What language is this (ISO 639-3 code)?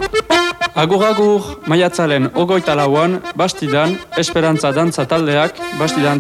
eus